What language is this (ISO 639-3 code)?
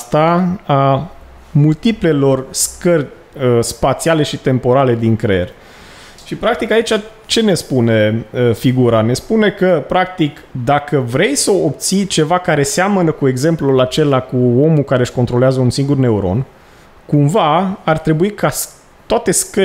ron